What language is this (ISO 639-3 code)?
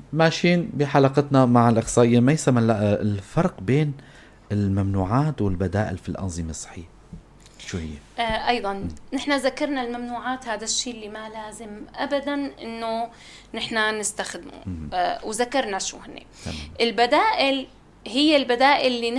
apc